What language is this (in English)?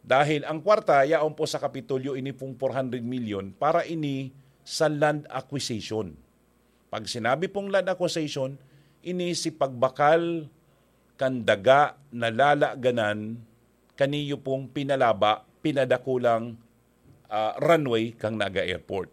Bikol